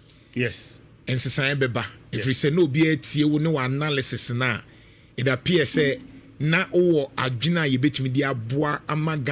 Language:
Akan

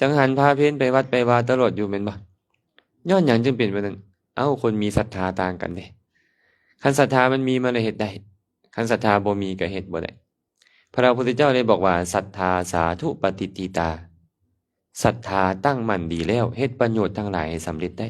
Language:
Lao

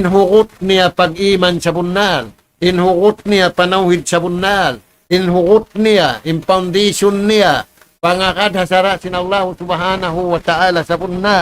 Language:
Tausug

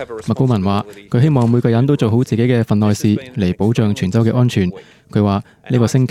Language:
Cantonese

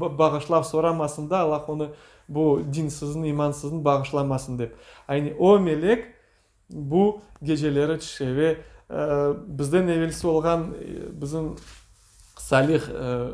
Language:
Crimean Tatar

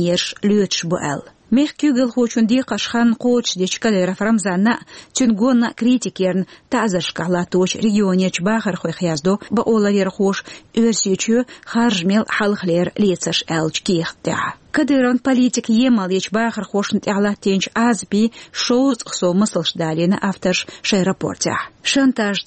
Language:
Chechen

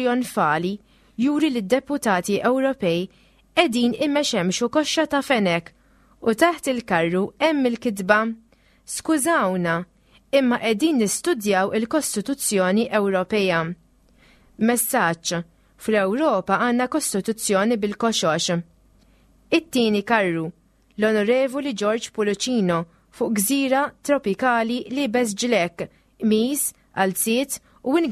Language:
Maltese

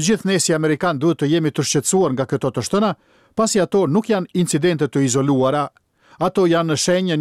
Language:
Albanian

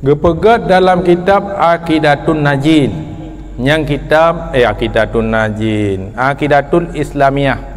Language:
Achinese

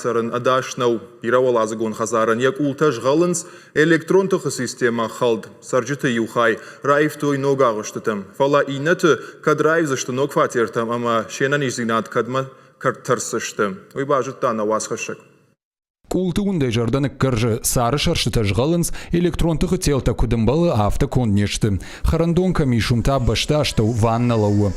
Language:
Ossetic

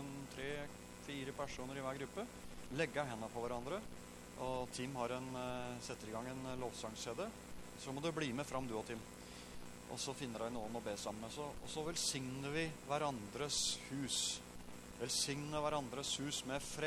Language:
Norwegian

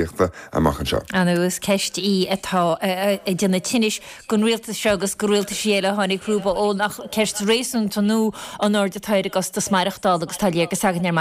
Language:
Irish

